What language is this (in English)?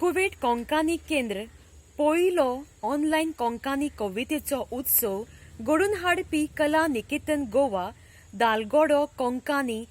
Konkani